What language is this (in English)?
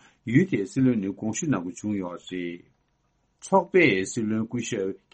Tibetan